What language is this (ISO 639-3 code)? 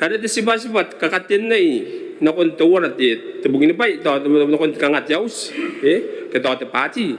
gil